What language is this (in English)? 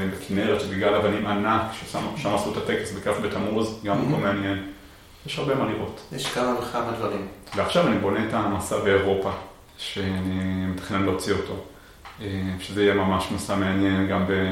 Hebrew